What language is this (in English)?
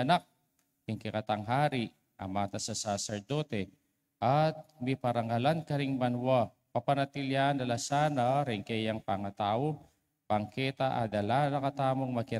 Pampanga